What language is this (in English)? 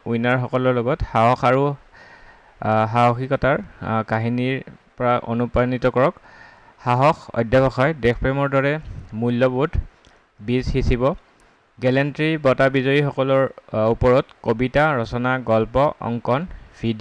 Assamese